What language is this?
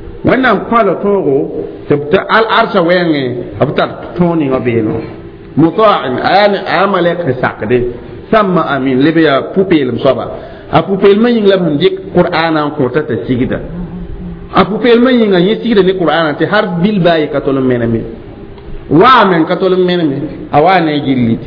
Mossi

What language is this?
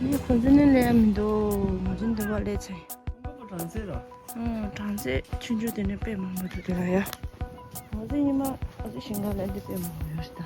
Tibetan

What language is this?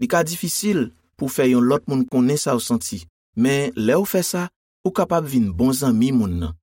Haitian Creole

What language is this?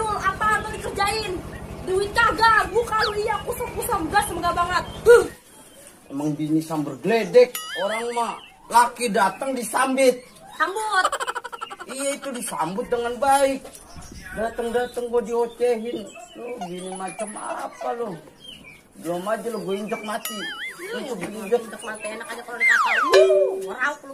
Betawi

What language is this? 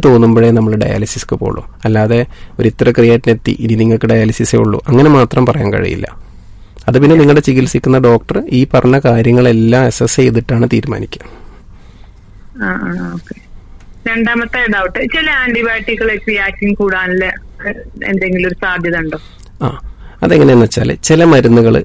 Malayalam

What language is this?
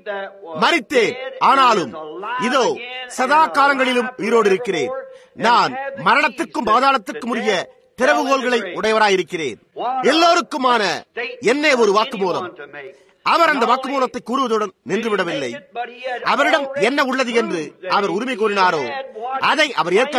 Tamil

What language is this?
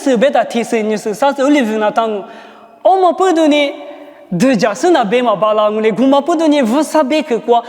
Lisu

